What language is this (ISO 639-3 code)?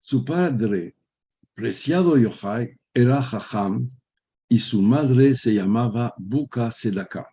lad